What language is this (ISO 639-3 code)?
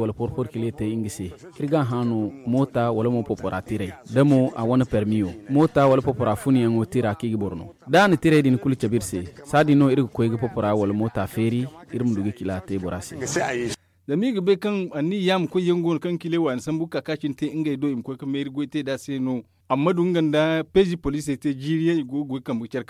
dje